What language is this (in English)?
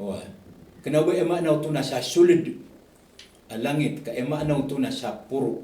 Maranao